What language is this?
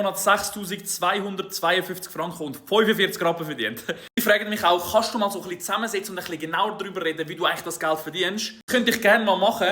Swiss German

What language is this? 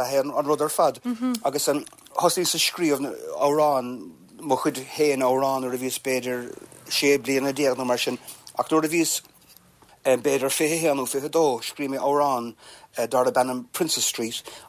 Irish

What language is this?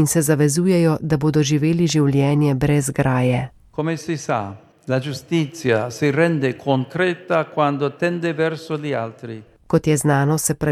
Slovenian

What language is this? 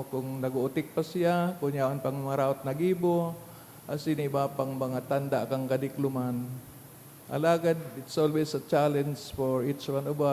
Bikol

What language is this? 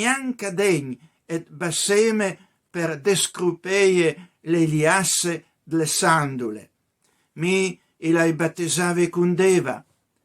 Piedmontese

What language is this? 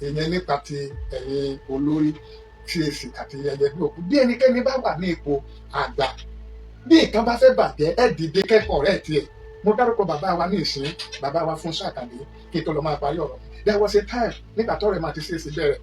Yoruba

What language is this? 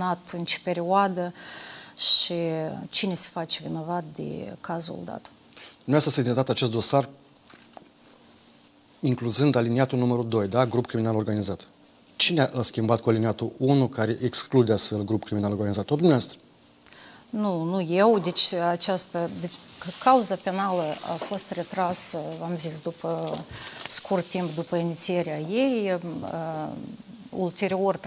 Romanian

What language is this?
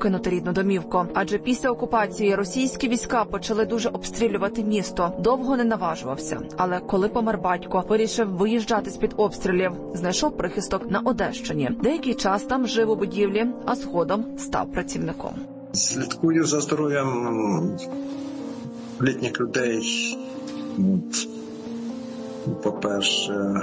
Ukrainian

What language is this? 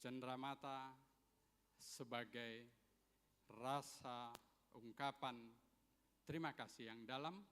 Batak Simalungun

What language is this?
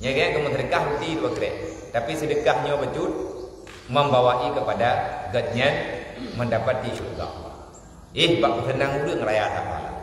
Achinese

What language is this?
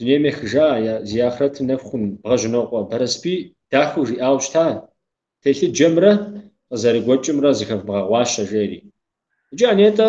Kabardian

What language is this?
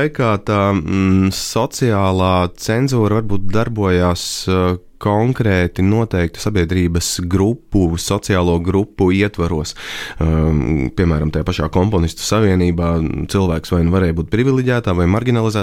Latvian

